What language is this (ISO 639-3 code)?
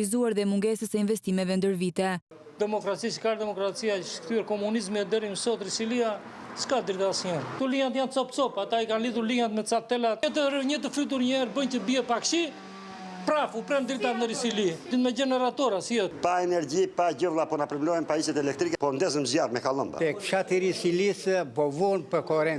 sqi